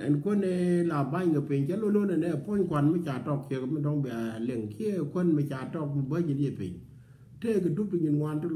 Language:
Nuer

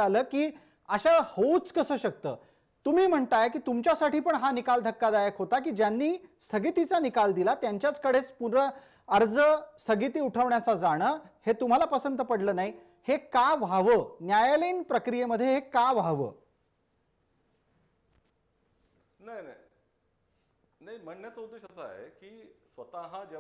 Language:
Marathi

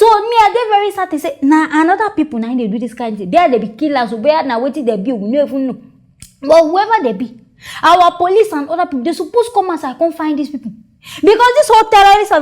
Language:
Nigerian Pidgin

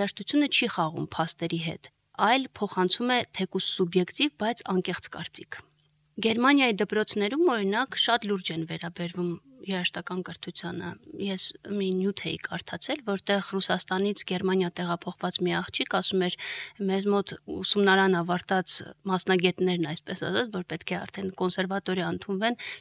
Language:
Armenian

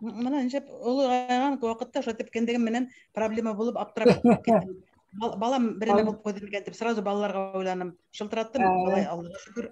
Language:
Bashkir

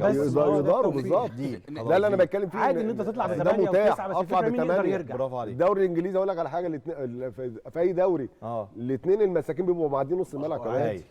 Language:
Egyptian Arabic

